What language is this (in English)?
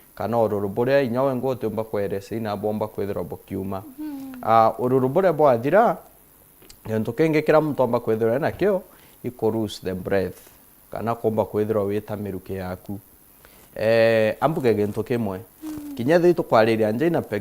Meru